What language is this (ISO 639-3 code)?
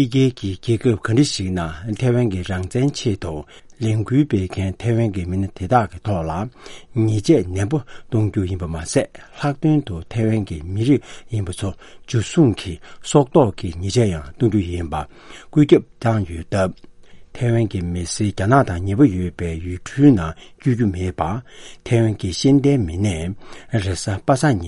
bod